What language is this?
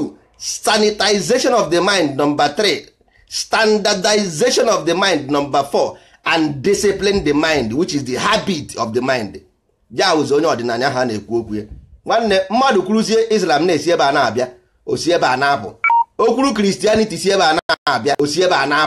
Igbo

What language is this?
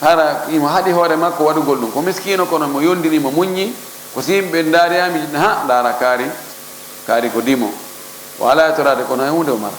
Fula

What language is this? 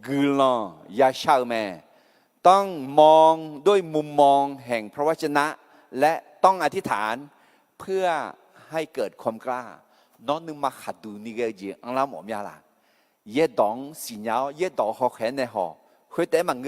Akha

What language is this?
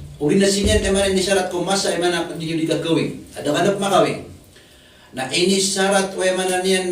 Maranao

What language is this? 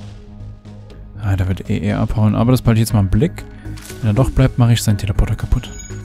German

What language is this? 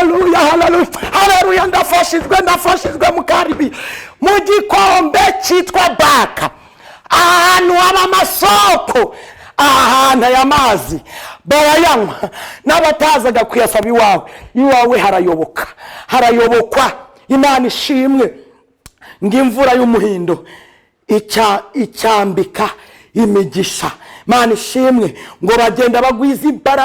Kinyarwanda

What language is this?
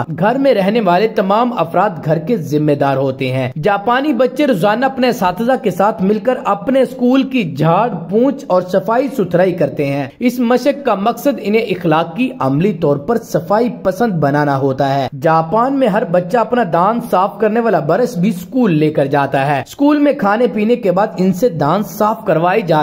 Urdu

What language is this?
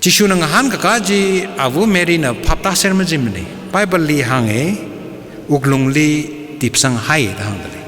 Tangkhul Naga (India)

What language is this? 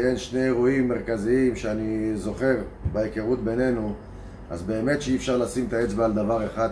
Hebrew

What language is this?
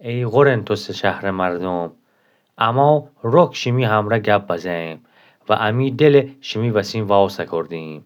Gilaki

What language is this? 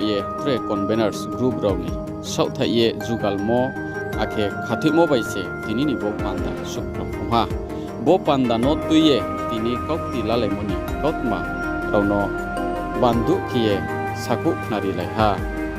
Riang (India)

